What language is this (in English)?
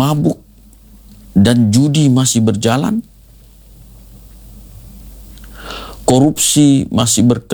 Indonesian